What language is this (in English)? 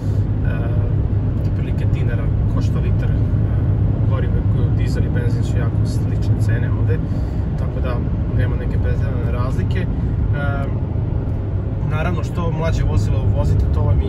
Serbian